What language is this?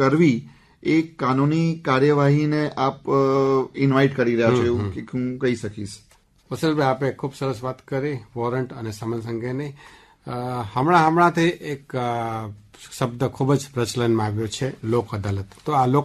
Gujarati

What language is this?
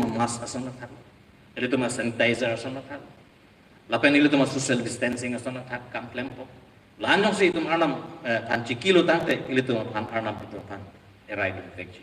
Karbi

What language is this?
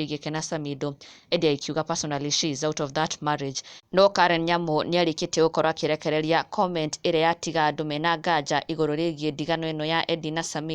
Kikuyu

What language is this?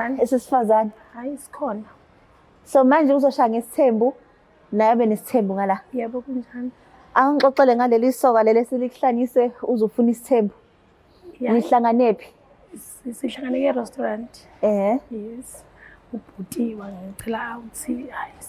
Zulu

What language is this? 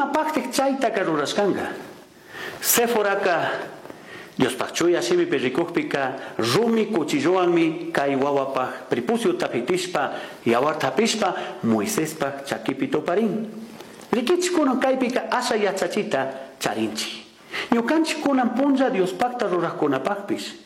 Chimborazo Highland Quichua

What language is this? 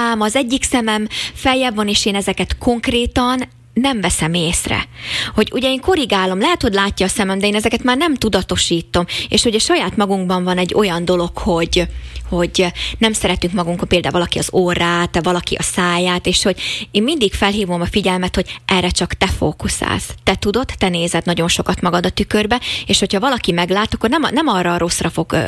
Hungarian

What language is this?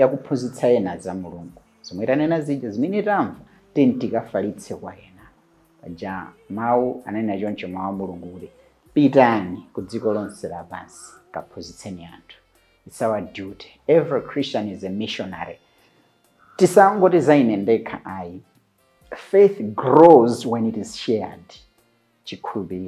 Nyanja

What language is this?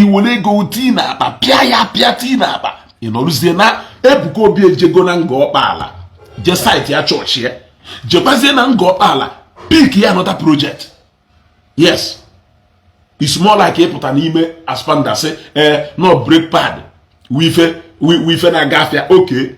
Igbo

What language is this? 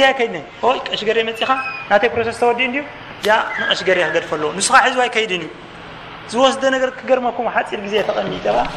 Tigrinya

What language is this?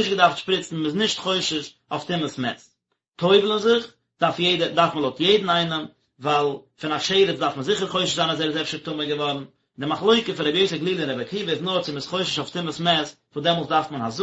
Yiddish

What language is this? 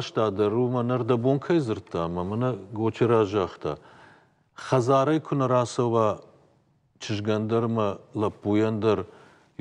Ossetic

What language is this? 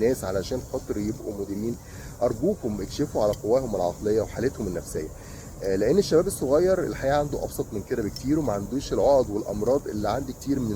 Egyptian Arabic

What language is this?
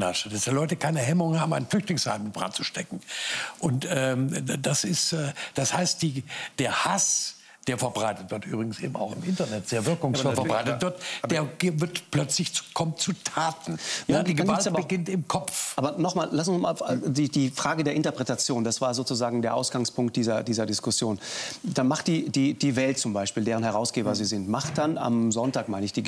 German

